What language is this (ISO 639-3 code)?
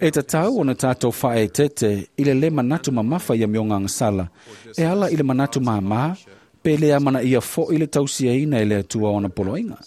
smo